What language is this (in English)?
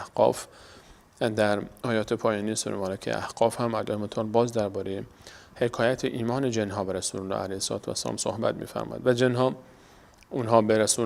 Persian